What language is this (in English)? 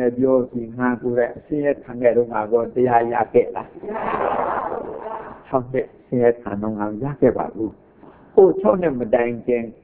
Burmese